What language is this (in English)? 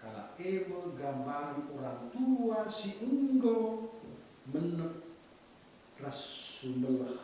Batak Karo